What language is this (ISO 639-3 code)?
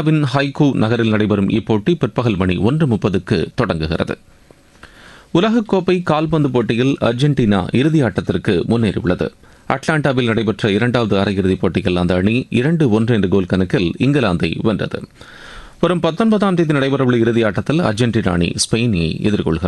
tam